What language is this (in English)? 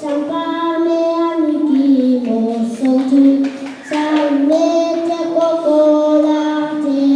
Pohnpeian